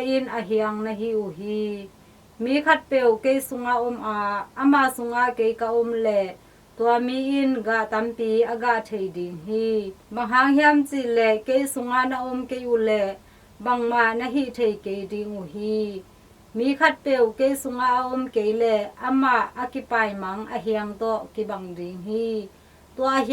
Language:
Tedim Chin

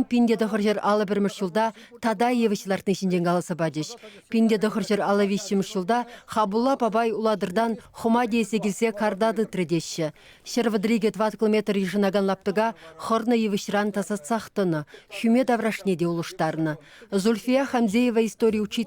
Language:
Chuvash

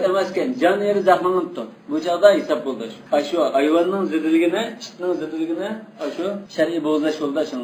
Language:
Uyghur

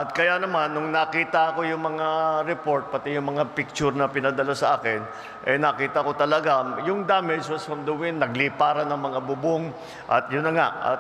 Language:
Filipino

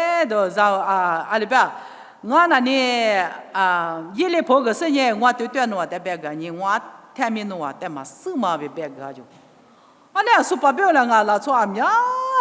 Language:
Lisu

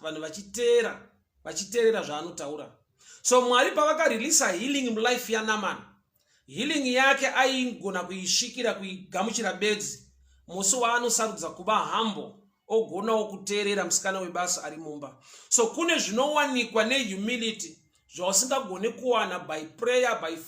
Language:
Shona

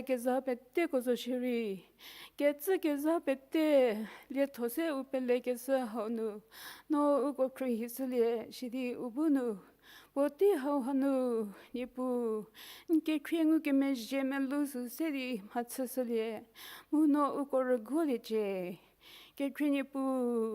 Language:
Angami Naga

